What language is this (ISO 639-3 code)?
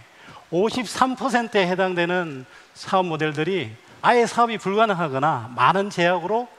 kor